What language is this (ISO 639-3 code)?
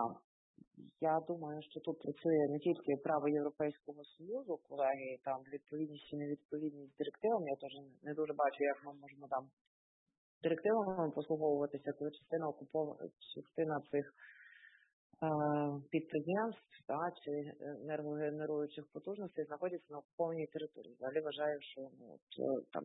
ukr